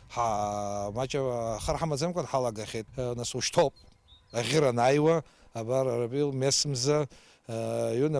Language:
Abkhazian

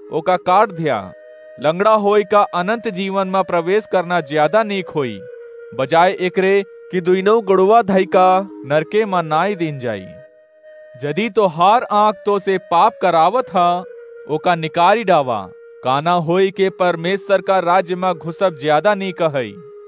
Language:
Awadhi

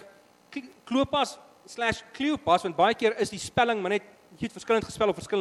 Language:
Afrikaans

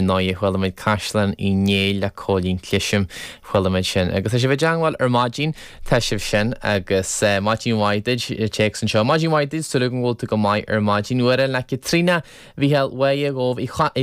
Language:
Irish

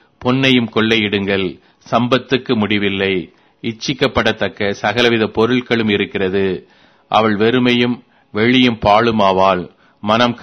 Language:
Tamil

